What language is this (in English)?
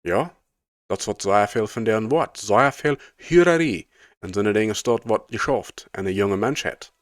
Plautdietsch